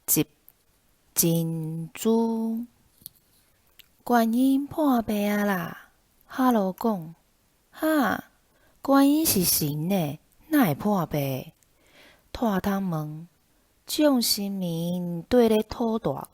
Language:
Min Nan Chinese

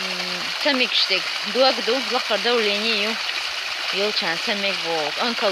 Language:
Chechen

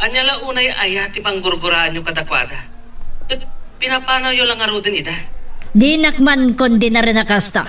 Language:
Iloko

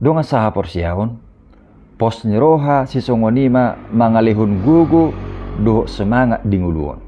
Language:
Batak Toba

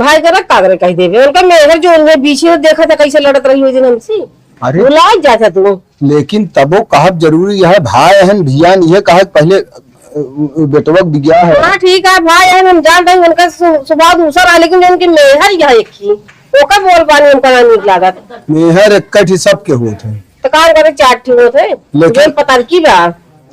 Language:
Awadhi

